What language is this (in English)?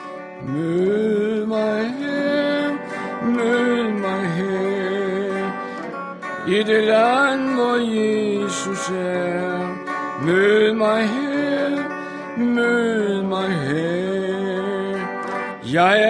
Danish